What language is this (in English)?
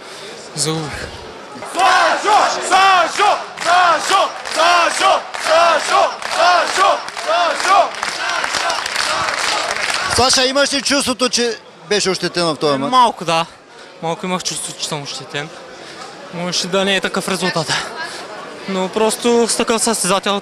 Bulgarian